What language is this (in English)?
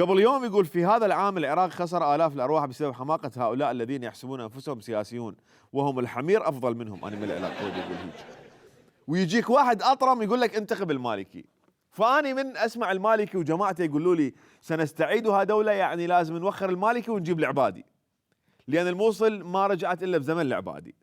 Mesopotamian Arabic